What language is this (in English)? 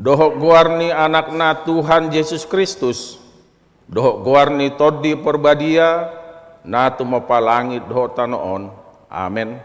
Batak Toba